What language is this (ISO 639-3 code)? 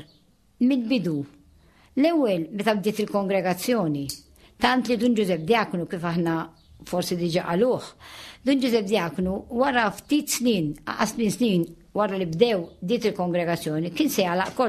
mlt